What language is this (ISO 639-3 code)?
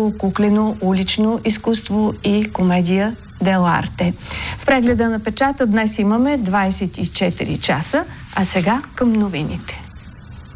bul